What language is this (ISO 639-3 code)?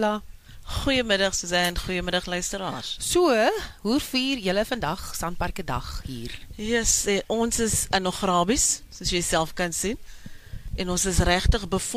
afr